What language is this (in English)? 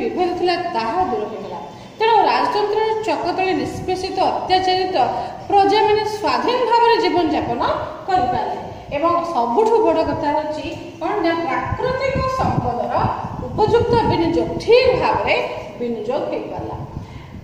Odia